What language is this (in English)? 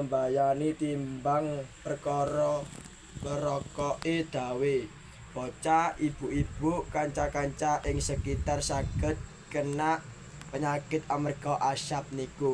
Javanese